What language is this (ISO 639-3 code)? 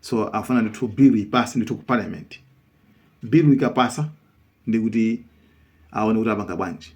nya